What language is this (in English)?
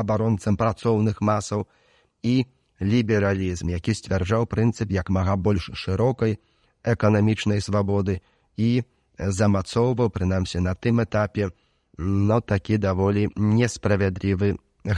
Belarusian